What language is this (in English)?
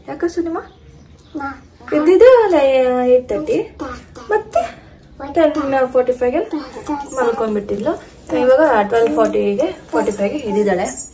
Kannada